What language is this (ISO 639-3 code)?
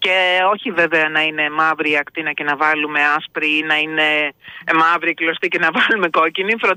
ell